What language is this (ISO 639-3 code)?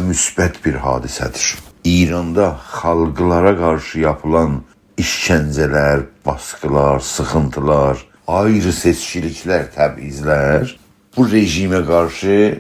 azb